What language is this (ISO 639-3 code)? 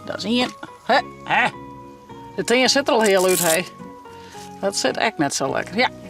fry